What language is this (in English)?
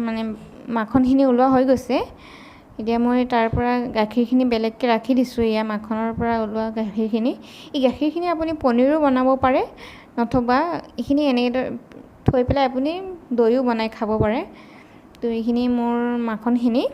Assamese